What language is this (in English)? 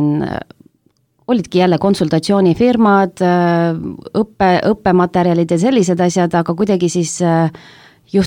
Estonian